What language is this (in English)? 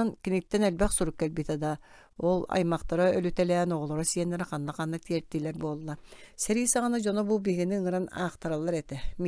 Yakut